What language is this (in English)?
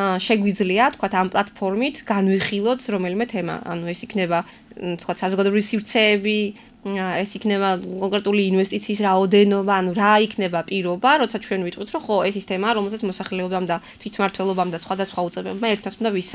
Georgian